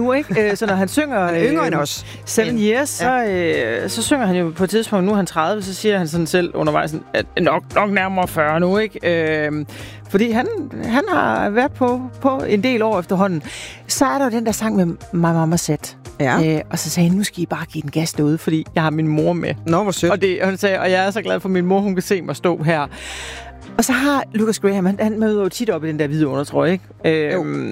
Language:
Danish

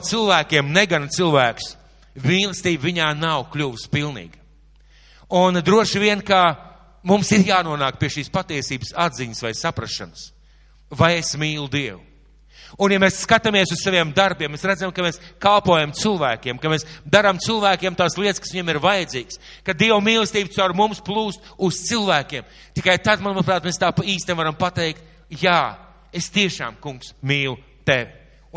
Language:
Latvian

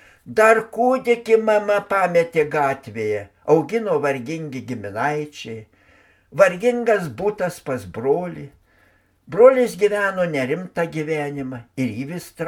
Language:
Lithuanian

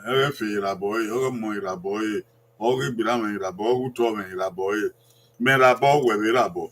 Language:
Bini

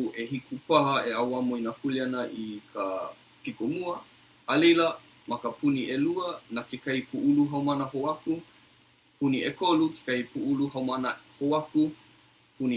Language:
Hawaiian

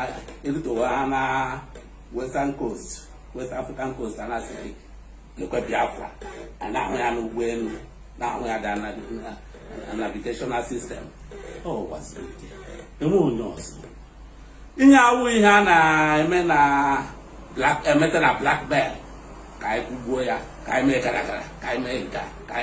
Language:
Igbo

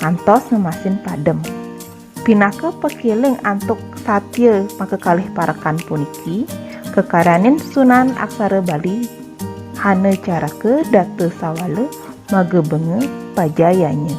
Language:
Balinese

